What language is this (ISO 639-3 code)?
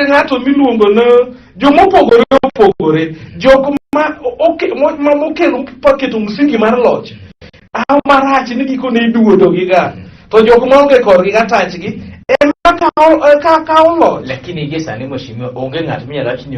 luo